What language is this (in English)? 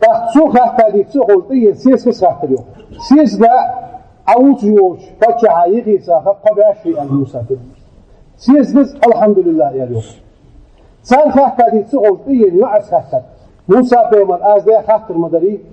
Ingush